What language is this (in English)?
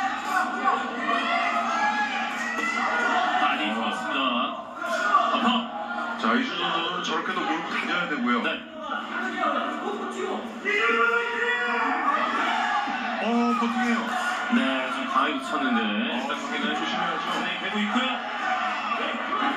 Korean